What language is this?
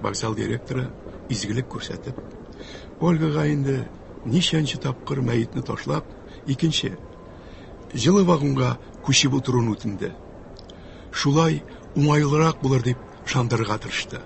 Tatar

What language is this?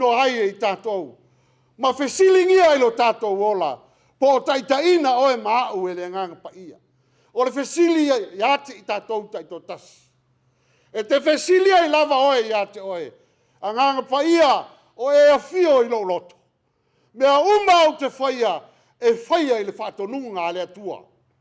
Samoan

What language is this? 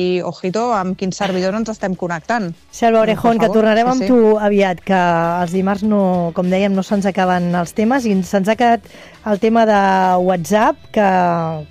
Catalan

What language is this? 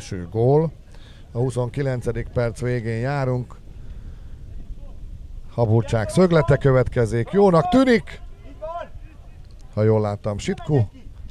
Hungarian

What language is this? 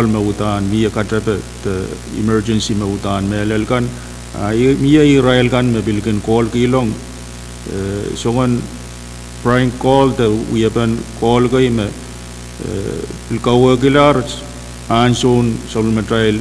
Pohnpeian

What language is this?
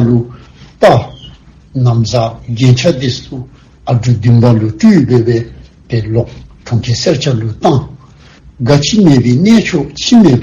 Dzongkha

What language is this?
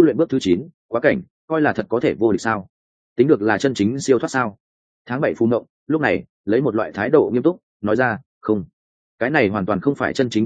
Vietnamese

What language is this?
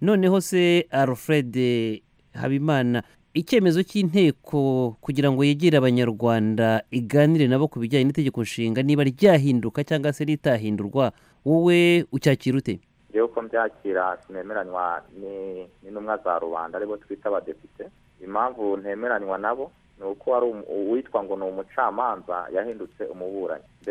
Kinyarwanda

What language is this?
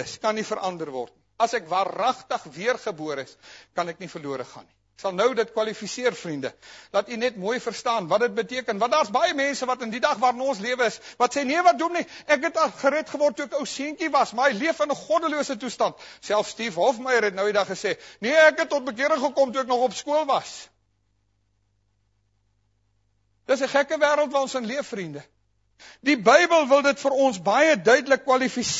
Afrikaans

